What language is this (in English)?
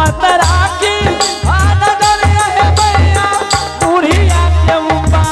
Angika